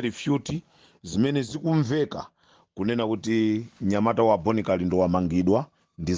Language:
Nyanja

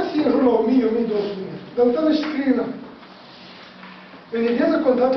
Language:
Romanian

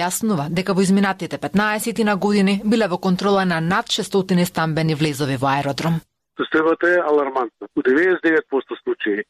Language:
Macedonian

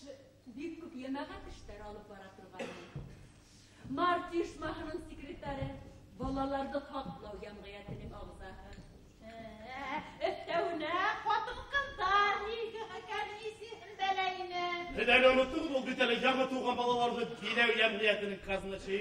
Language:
Bashkir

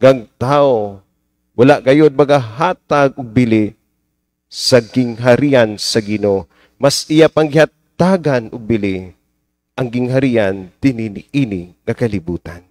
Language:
Cebuano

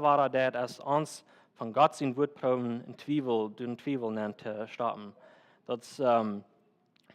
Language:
Plautdietsch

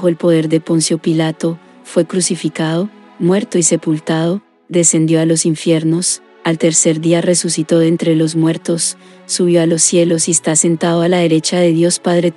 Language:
Spanish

